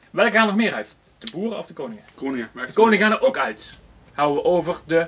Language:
Dutch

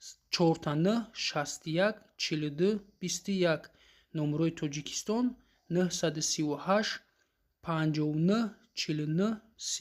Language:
Tajik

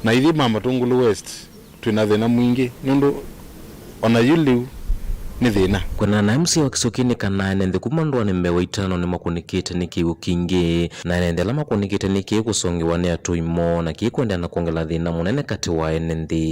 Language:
Kamba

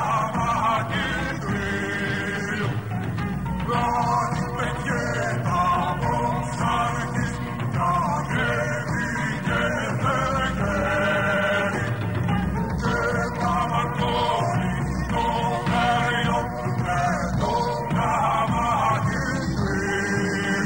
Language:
Greek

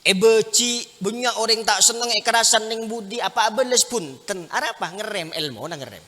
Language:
Madurese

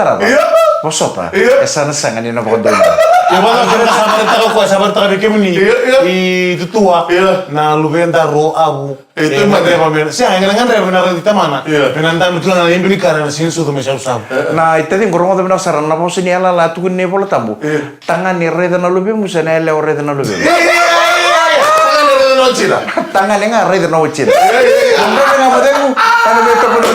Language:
Fijian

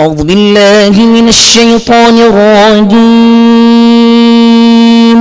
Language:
Fula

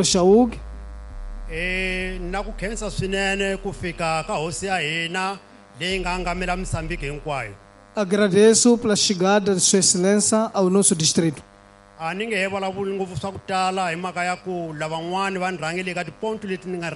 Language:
Tsonga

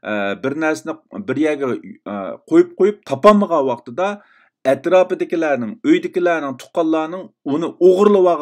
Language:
Uyghur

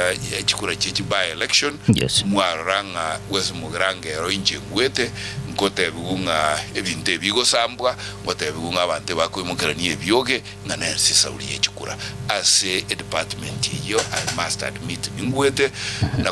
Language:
Gusii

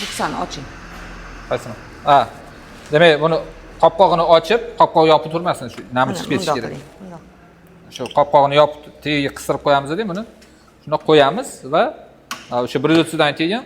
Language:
Uzbek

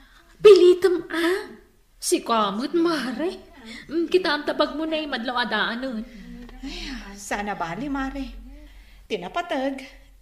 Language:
Iloko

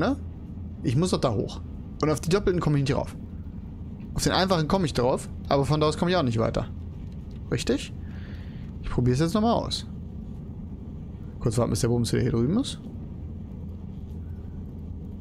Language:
German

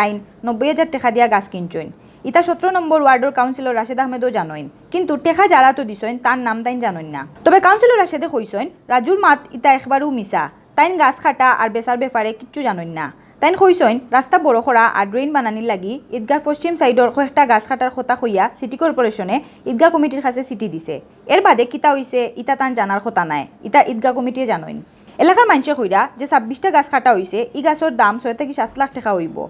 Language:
Sylheti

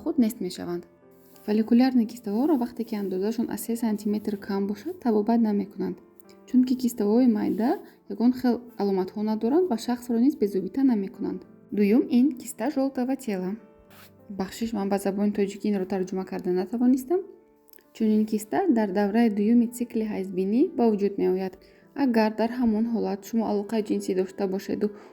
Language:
Tajik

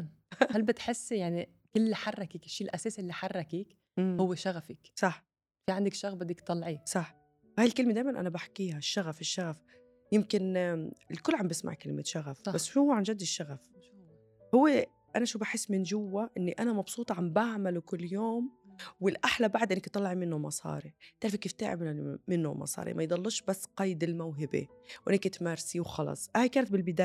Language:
North Levantine Arabic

